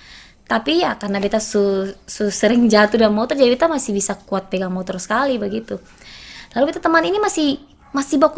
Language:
Ambonese Malay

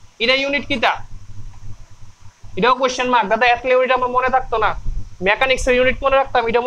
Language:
Bangla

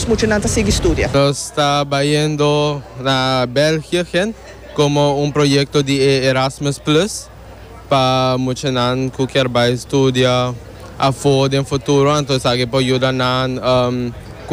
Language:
Papiamento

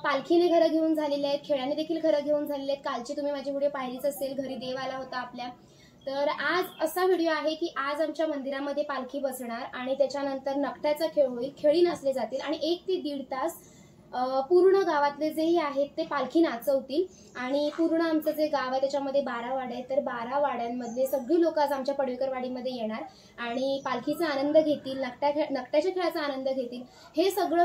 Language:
Marathi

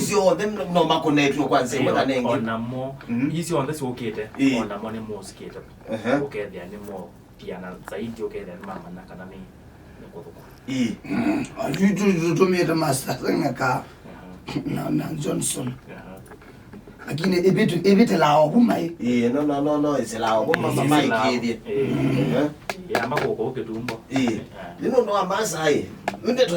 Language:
Kamba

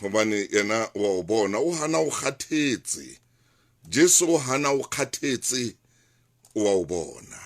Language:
Southern Sotho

